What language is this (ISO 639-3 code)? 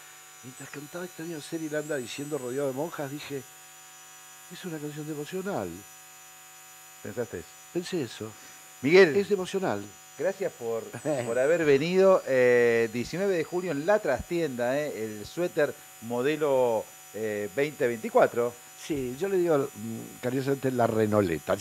spa